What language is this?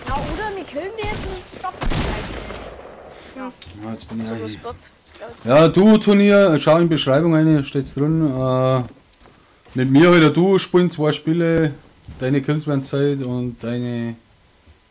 Bavarian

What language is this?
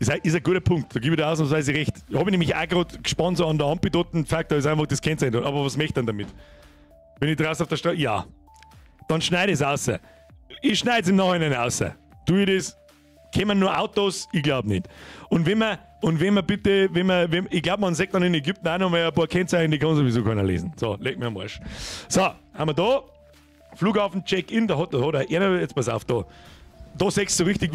Bavarian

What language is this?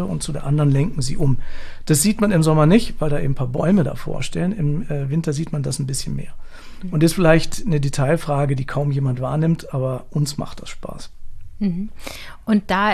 German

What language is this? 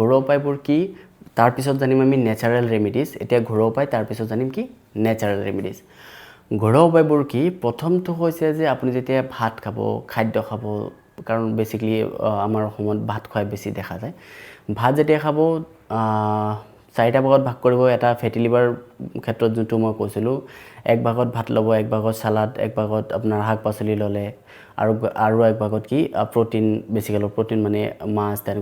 Assamese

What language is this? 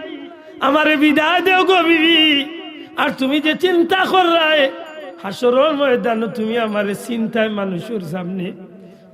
Sylheti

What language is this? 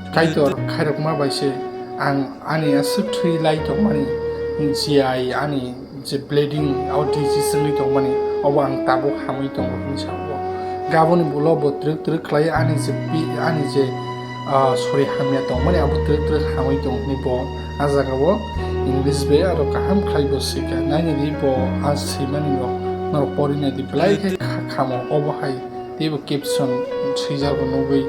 Kok Borok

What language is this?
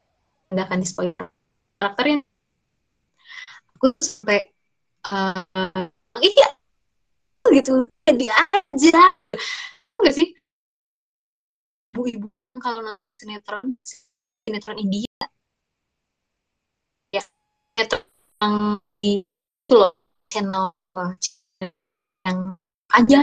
Indonesian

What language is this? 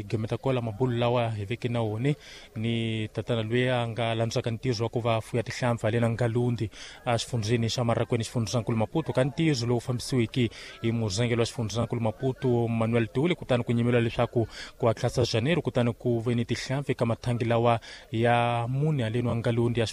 Tsonga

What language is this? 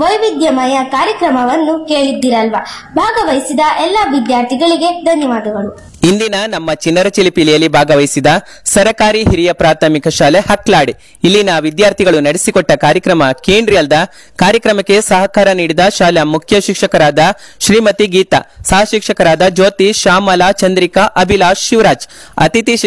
Kannada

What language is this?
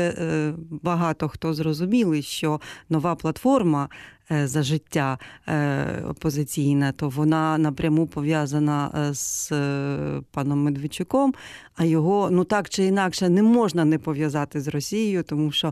Ukrainian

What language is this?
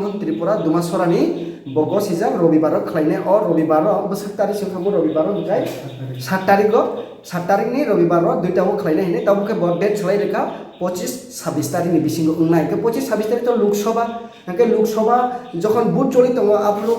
Kok Borok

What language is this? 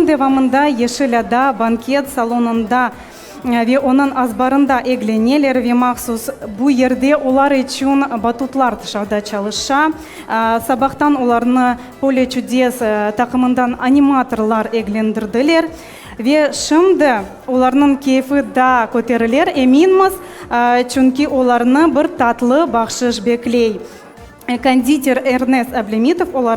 Crimean Tatar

